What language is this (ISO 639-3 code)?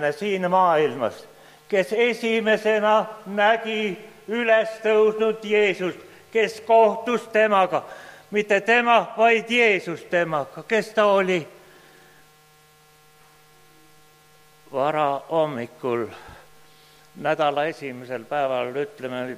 est